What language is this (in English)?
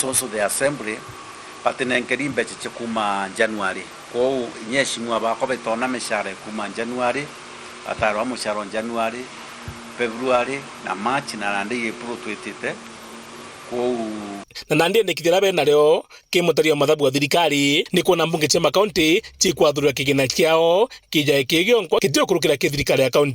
Meru